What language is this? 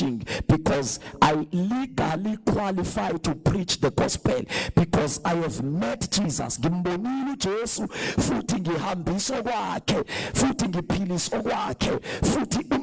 Zulu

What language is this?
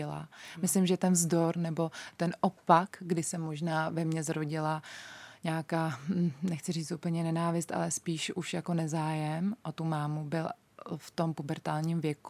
Czech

